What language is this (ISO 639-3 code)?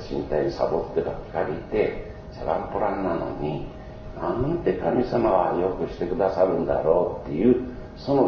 jpn